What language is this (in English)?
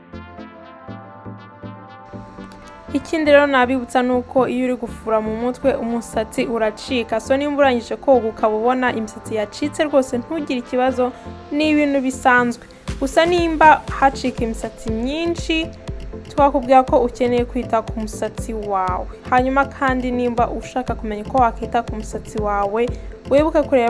Kinyarwanda